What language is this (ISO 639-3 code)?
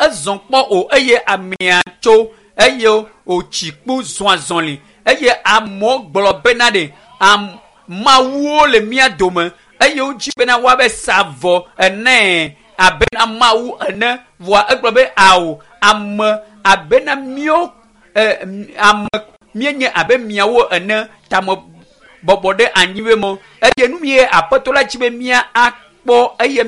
ewe